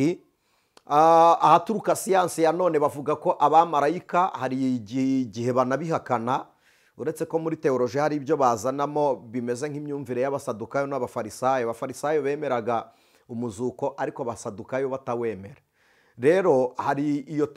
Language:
Kinyarwanda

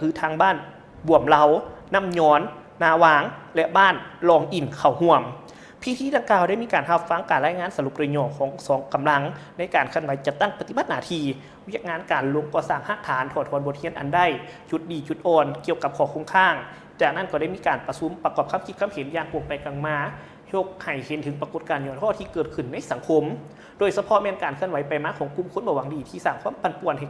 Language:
Lao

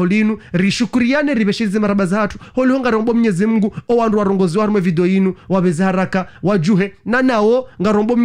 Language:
Ngazidja Comorian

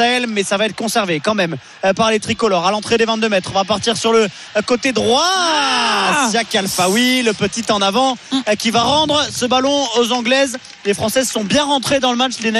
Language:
French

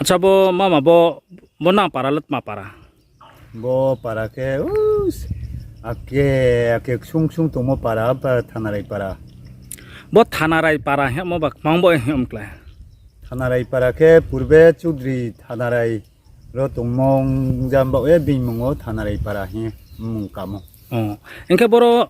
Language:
Riang (India)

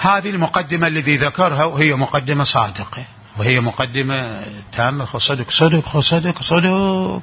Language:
Mesopotamian Arabic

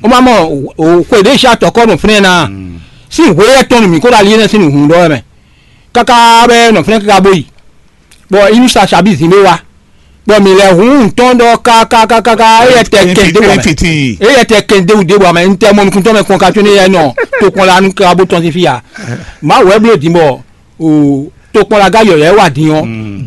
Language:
Fon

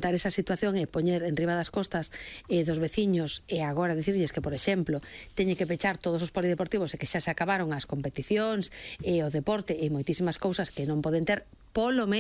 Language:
Galician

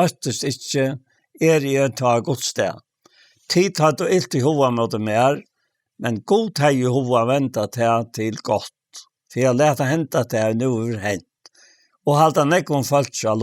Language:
Faroese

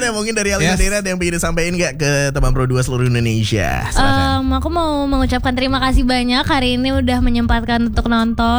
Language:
Indonesian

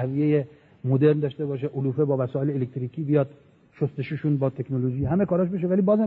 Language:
Persian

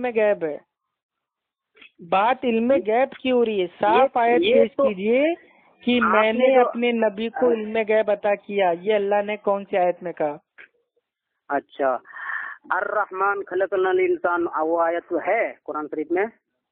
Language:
Urdu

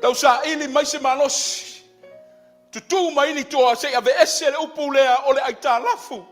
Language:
Samoan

